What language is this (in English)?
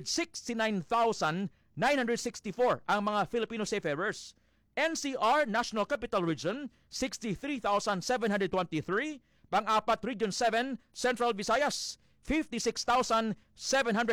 Hiligaynon